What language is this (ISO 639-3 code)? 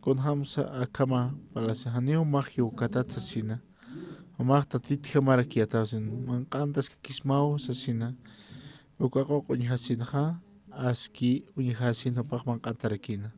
aym